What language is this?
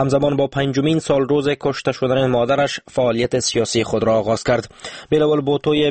Persian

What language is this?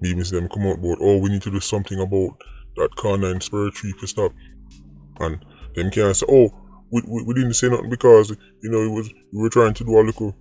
Jamaican Creole English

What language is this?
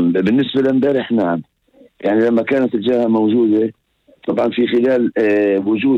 North Levantine Arabic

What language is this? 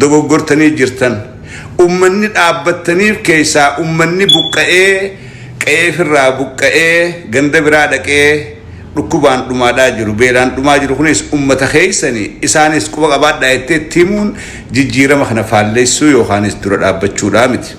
Oromo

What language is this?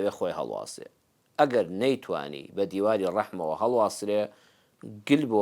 Central Kurdish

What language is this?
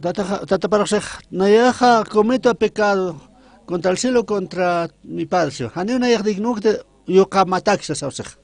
Aymara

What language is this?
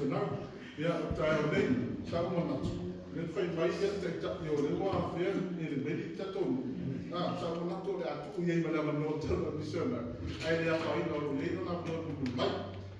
Samoan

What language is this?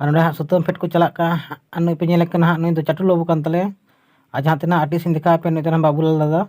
Santali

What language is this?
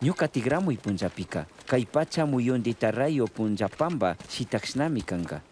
Chimborazo Highland Quichua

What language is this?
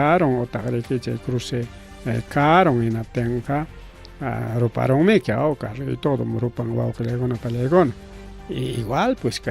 Ayacucho Quechua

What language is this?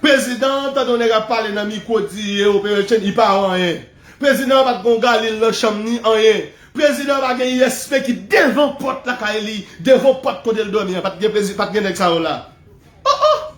Haitian Creole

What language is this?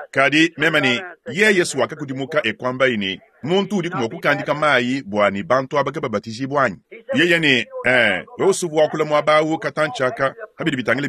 Luba-Lulua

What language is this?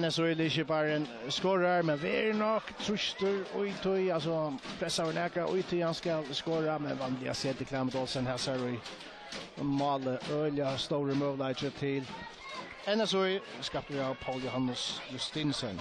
Faroese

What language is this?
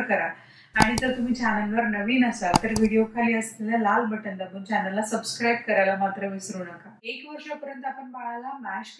Marathi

